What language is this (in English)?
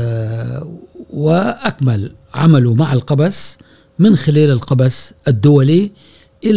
Gulf Arabic